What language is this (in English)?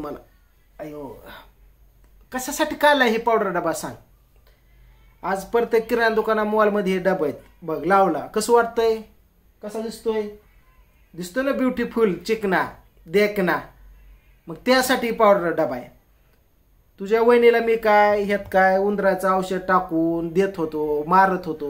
Marathi